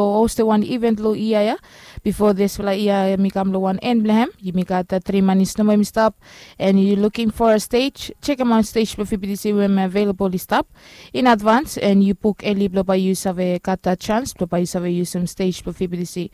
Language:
Bislama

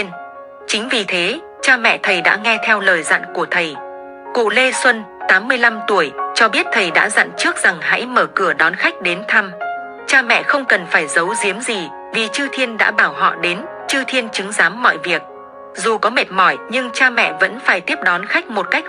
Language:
Vietnamese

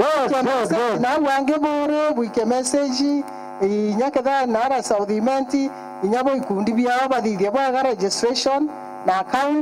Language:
Meru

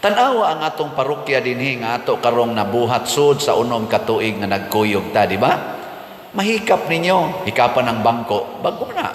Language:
Cebuano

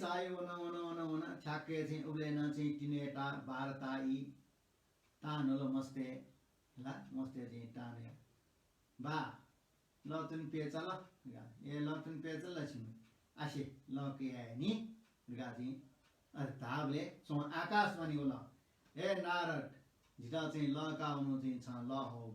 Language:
Newari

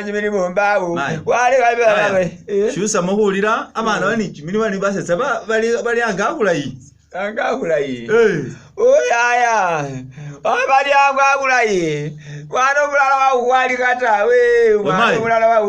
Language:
Masaaba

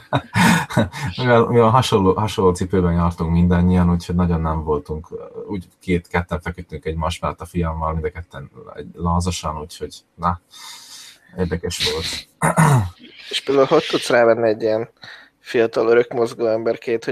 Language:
Hungarian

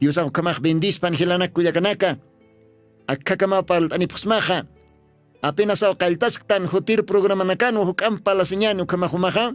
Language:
Aymara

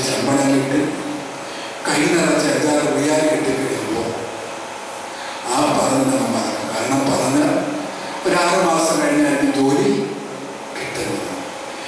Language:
Malayalam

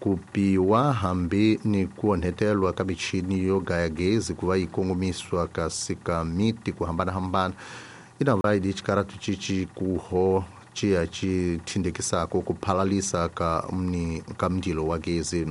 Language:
Tsonga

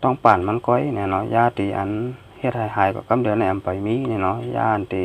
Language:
Shan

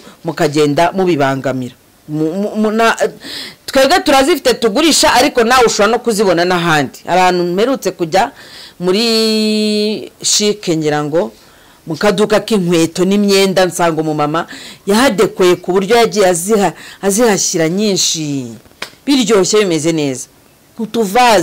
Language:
Kinyarwanda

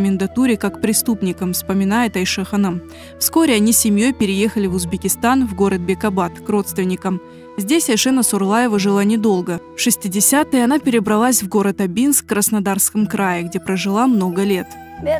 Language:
Crimean Tatar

